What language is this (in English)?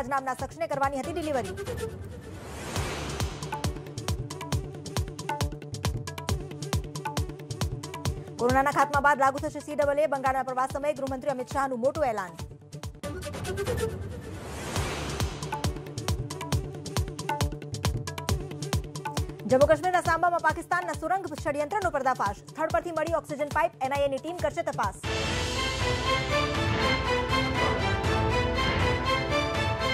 Gujarati